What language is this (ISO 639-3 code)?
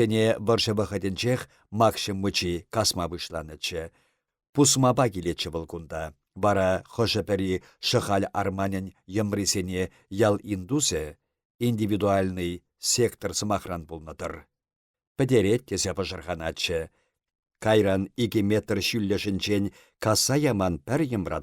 chv